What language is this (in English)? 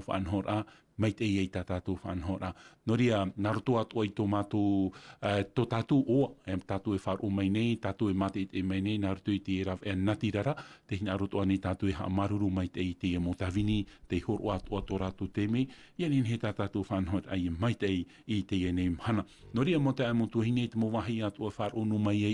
Tahitian